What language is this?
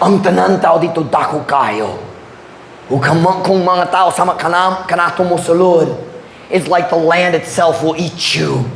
Cebuano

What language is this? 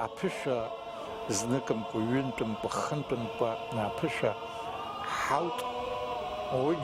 Abkhazian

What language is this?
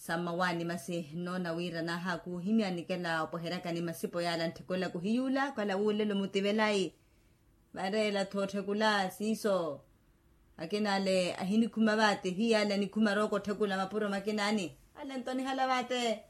Makhuwa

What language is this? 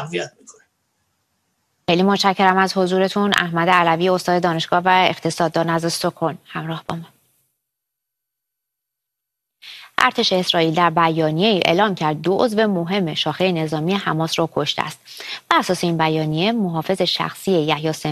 Persian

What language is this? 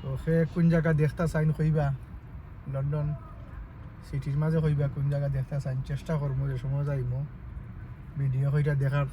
Sylheti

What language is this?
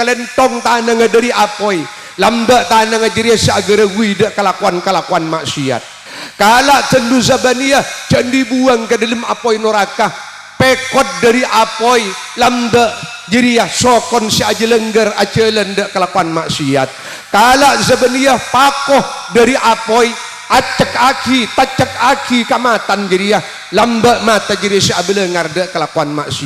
Madurese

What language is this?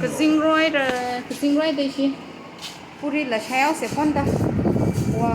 Tangkhul Naga (India)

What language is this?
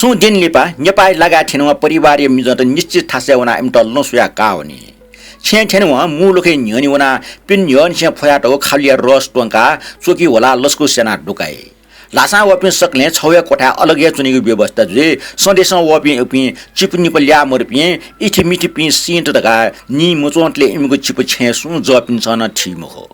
Newari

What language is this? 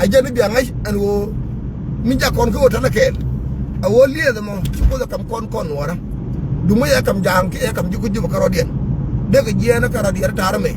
Nuer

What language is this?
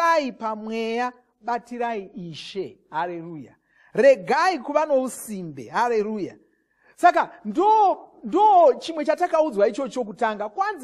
Shona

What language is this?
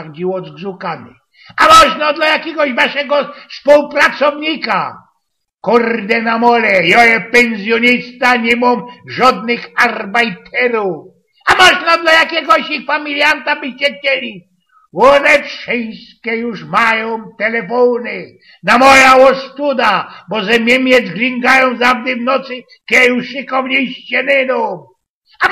Silesian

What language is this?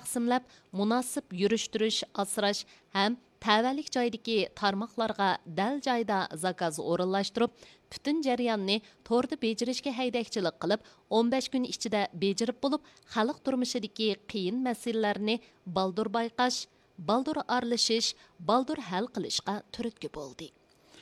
Uyghur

